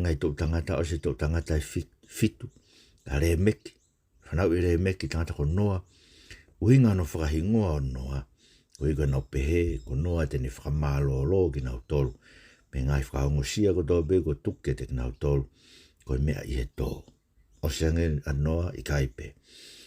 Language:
Tongan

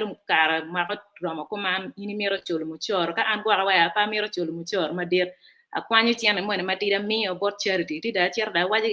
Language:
Acoli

